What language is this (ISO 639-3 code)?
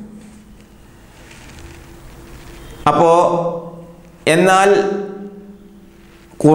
mal